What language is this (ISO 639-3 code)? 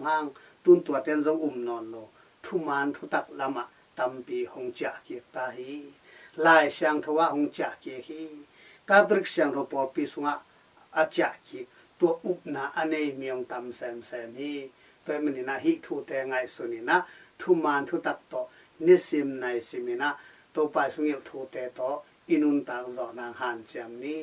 ctd